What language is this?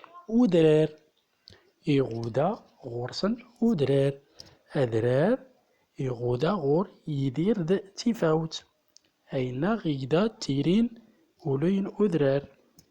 Central Atlas Tamazight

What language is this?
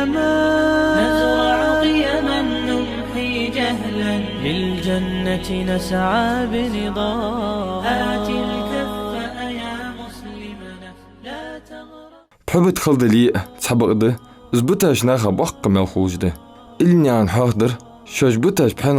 Ingush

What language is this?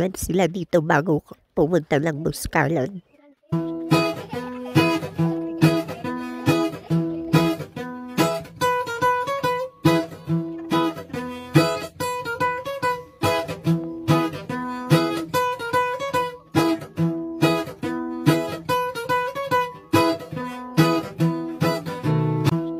Filipino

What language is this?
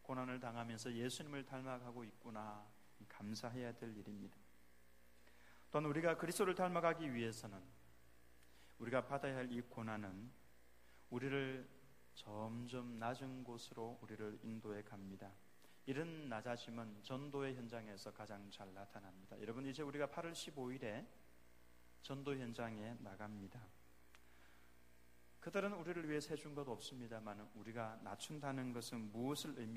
Korean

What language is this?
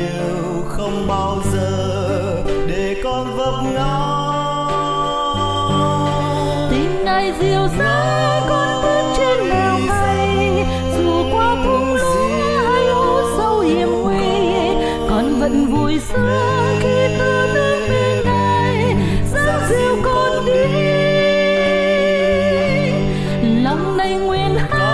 Vietnamese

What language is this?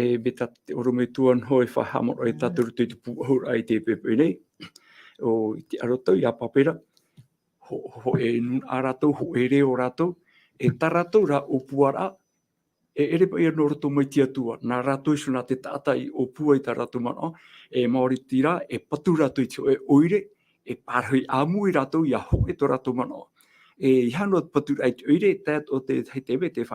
Tahitian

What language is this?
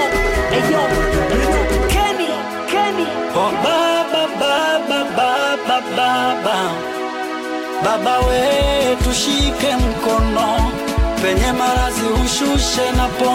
Swahili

